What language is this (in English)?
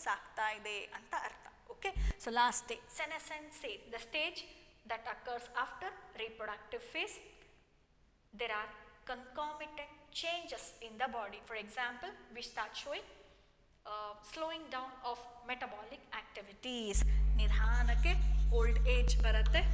Kannada